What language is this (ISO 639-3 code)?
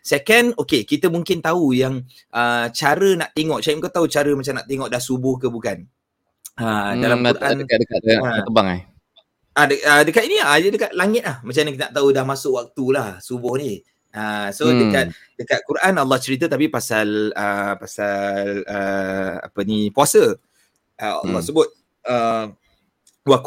msa